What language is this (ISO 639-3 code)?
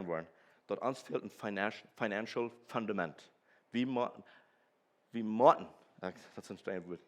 pdt